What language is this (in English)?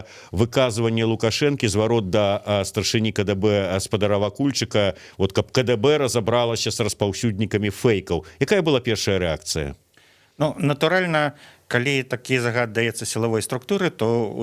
Belarusian